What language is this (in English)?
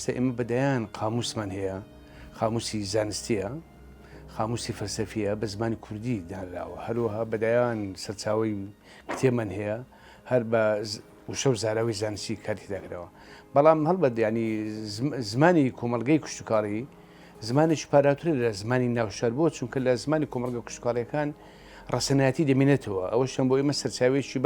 Central Kurdish